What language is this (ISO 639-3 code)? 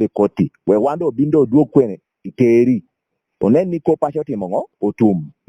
laj